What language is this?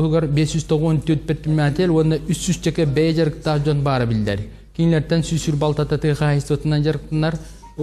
Yakut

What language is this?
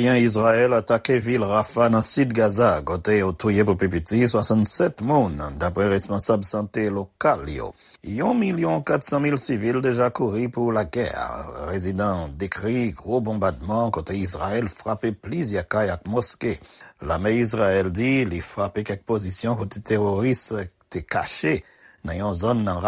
Haitian Creole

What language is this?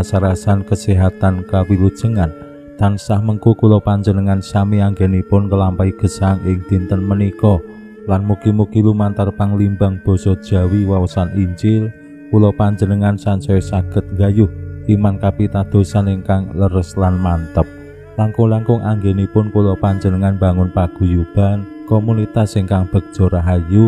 Javanese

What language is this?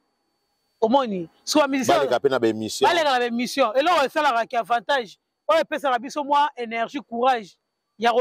Lingala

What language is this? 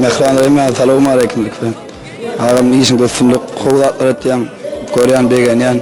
Turkmen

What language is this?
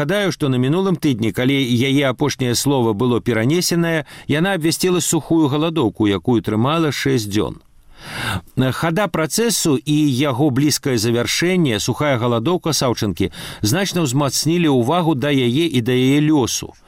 Belarusian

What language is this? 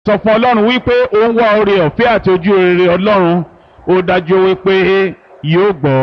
Yoruba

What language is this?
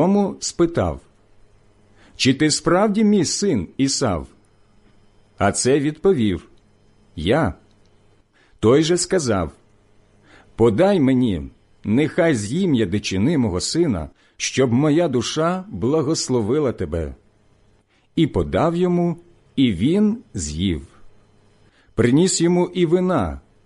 Ukrainian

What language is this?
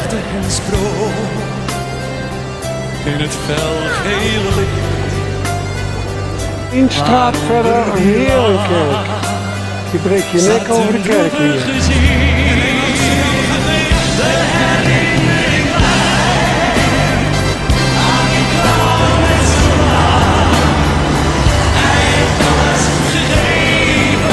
Dutch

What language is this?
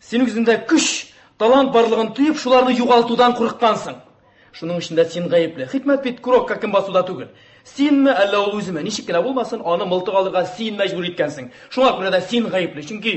Tatar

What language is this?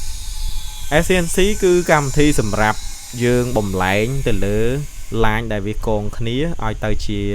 Khmer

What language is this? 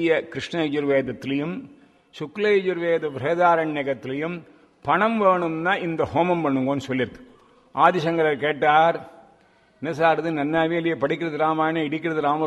Tamil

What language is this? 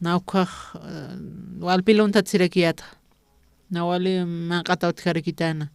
Aymara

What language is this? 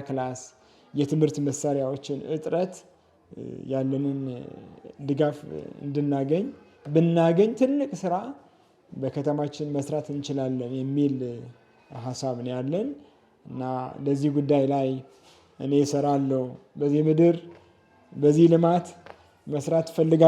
Amharic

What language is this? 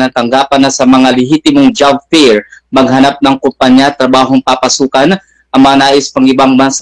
Filipino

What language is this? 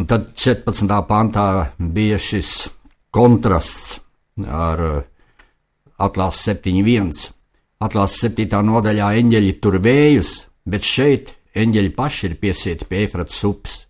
Latvian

